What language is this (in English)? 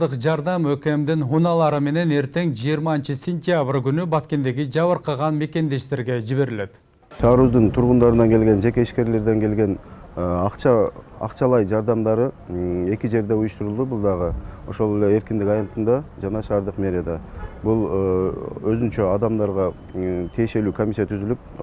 Kyrgyz